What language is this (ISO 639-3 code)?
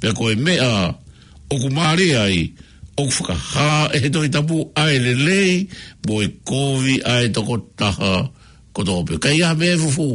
ton